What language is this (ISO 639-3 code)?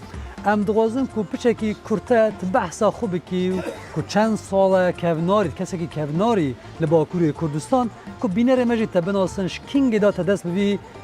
kur